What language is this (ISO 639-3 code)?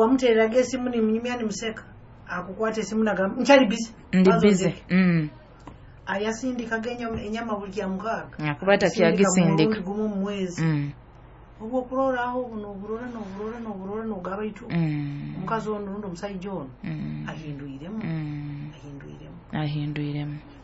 nyo